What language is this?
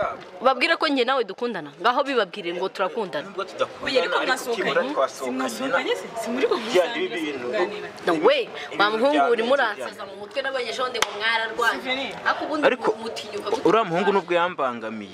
Kinyarwanda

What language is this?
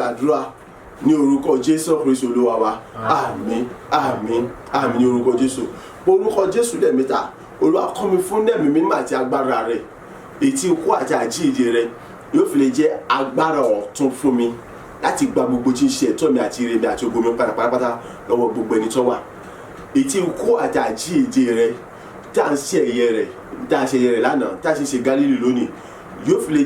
Yoruba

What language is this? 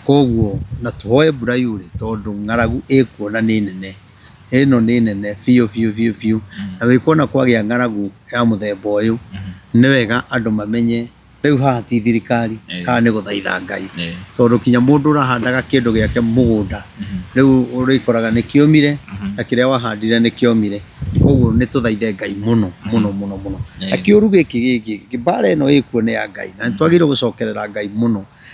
Kikuyu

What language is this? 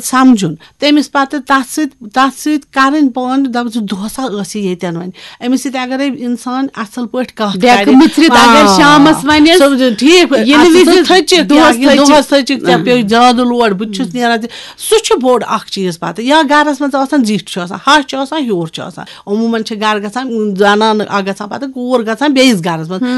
Kashmiri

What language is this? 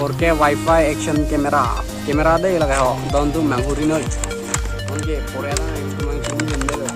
Karbi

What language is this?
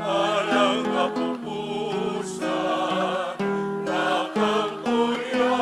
Pampanga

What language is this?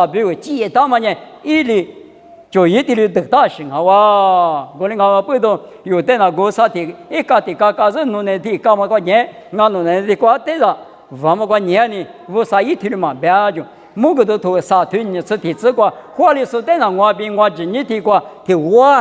Lisu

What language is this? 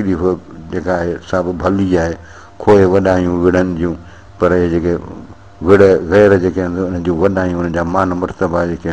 Sindhi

